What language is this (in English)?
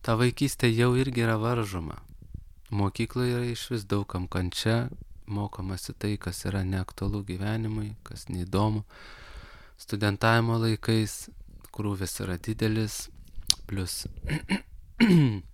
Lithuanian